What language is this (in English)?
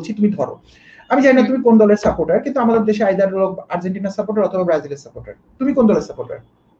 Bangla